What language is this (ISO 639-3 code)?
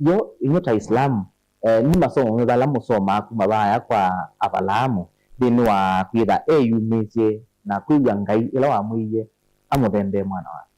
kam